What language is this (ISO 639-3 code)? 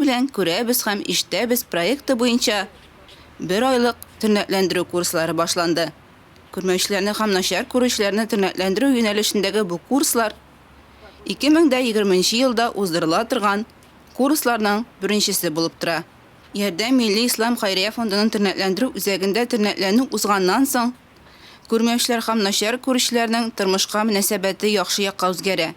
tat